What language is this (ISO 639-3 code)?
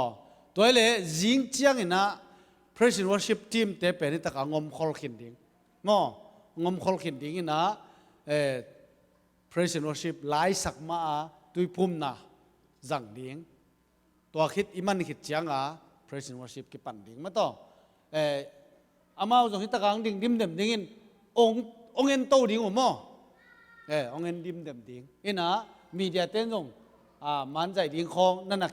ctd